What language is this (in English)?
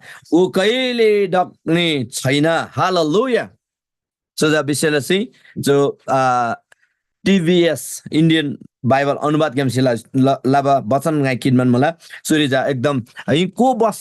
Eastern Tamang